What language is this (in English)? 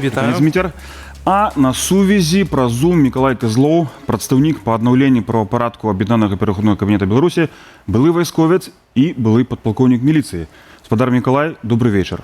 Belarusian